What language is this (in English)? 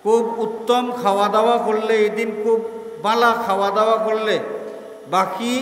Sylheti